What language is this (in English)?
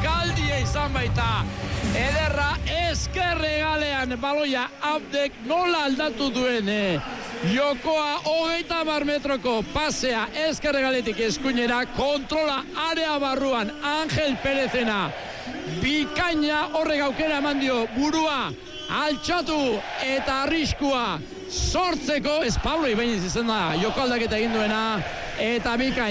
Basque